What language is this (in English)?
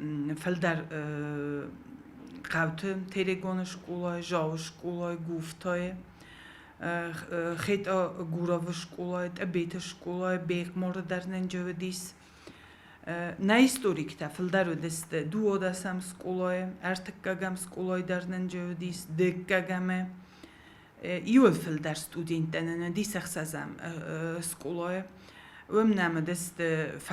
Ossetic